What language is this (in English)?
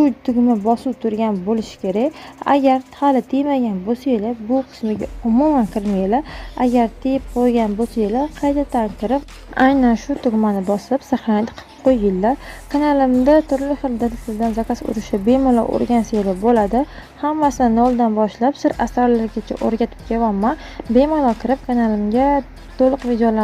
Uzbek